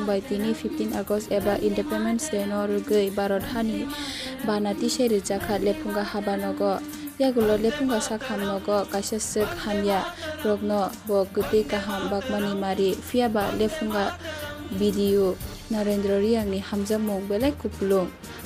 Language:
Kok Borok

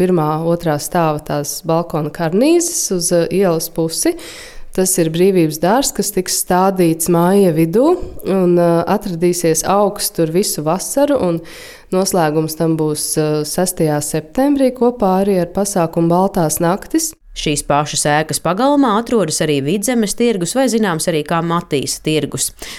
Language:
Latvian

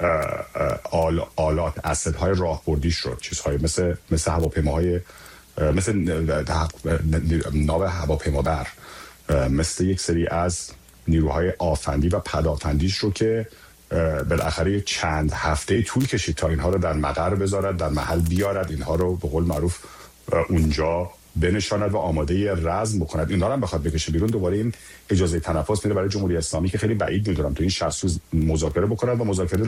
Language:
Persian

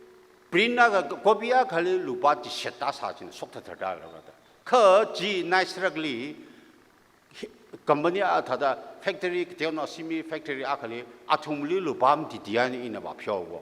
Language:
Tangkhul Naga (India)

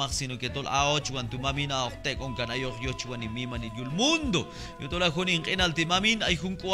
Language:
Q'anjob'al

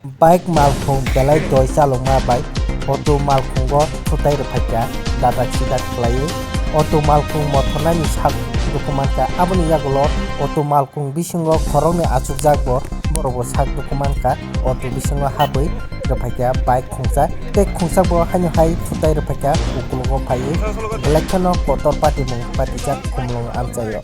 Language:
Kok Borok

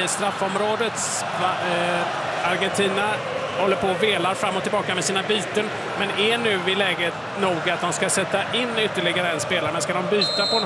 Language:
Swedish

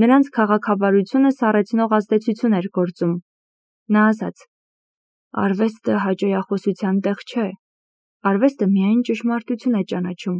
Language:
Armenian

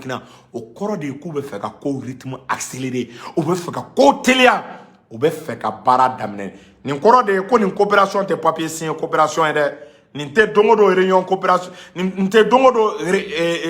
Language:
Bambara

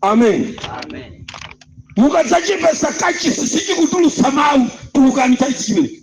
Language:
Nyanja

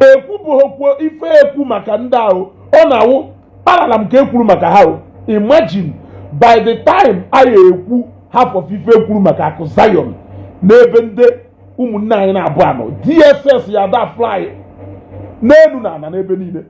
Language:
Igbo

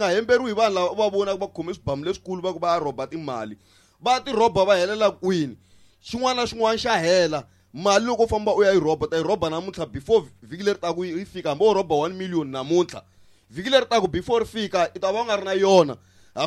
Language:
Tsonga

